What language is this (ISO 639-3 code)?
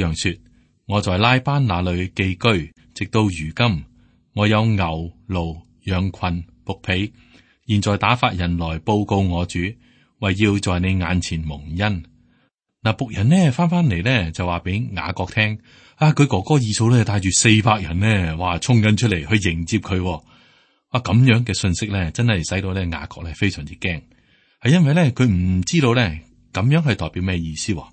yue